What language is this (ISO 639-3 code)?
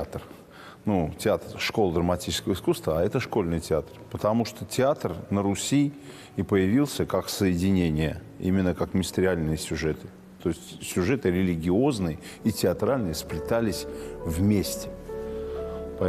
rus